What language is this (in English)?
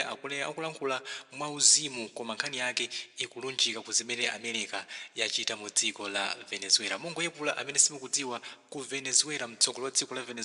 Nyanja